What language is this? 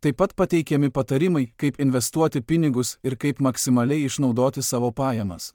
Lithuanian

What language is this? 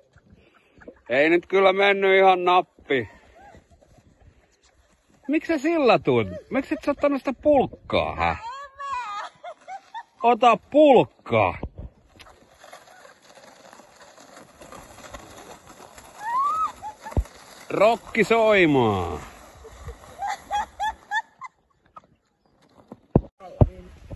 Finnish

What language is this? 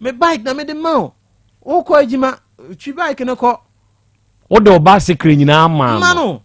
Akan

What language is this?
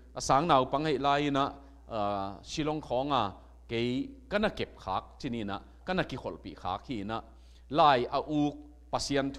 Tedim Chin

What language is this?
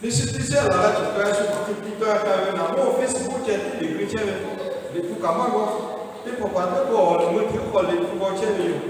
Lahu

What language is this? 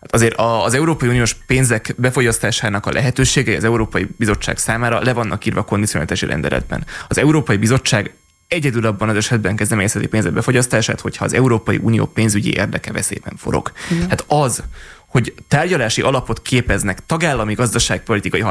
Hungarian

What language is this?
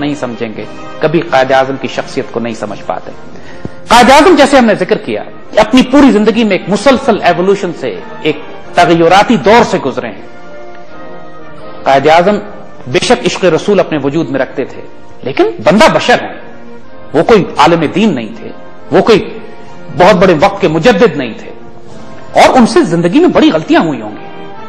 Urdu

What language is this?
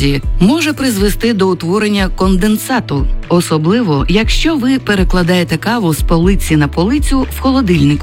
Ukrainian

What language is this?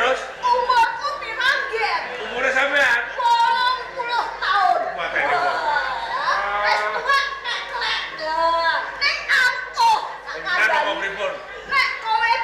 Javanese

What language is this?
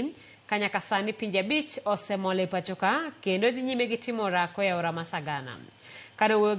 Luo (Kenya and Tanzania)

